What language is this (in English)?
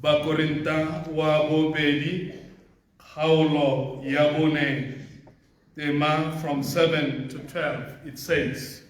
Tswana